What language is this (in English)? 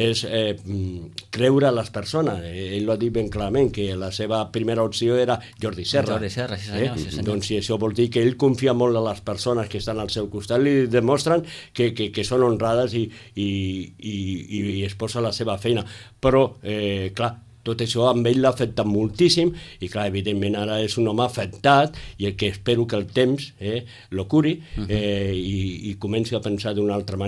Catalan